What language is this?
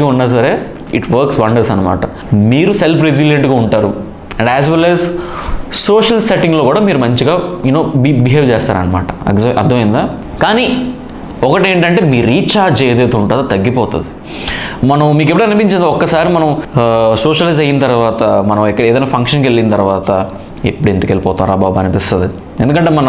Telugu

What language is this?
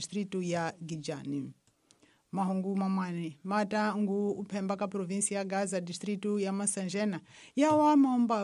Tsonga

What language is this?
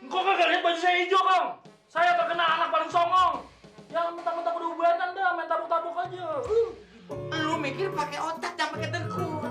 Betawi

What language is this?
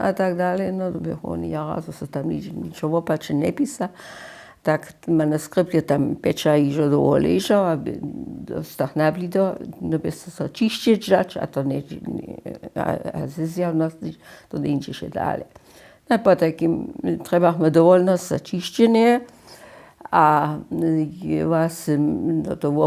Upper Sorbian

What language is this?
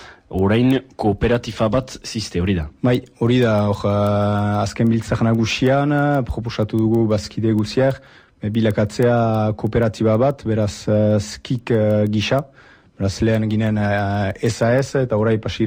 Basque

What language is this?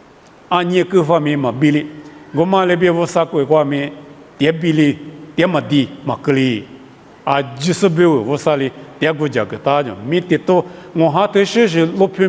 Lisu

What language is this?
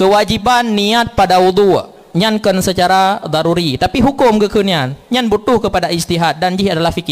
Achinese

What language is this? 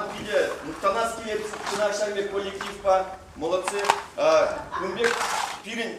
Chuvash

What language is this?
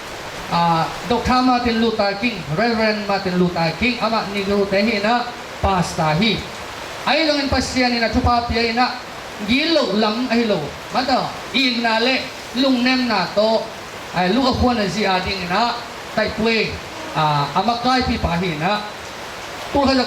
Tedim Chin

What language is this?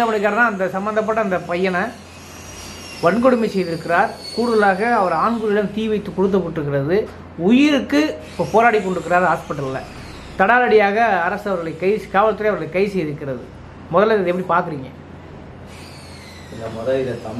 Tamil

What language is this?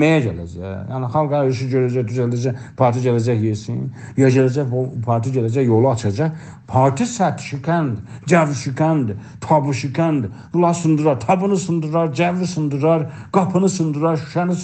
South Azerbaijani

